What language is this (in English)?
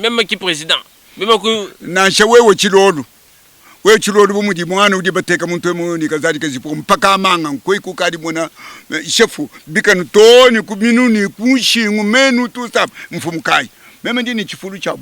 Luba-Lulua